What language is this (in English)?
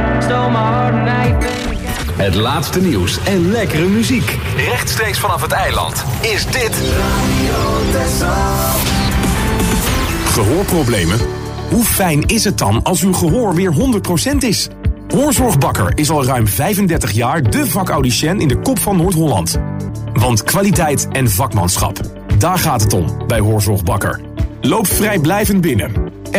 Dutch